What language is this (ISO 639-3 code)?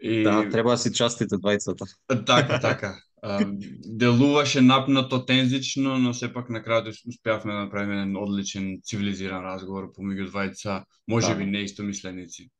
mkd